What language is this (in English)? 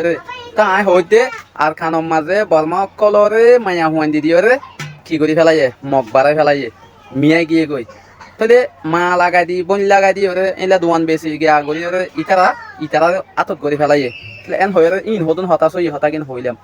Rohingya